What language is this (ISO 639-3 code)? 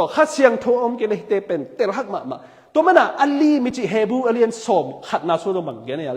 ctd